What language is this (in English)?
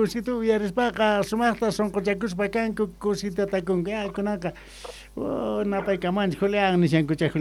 Quechua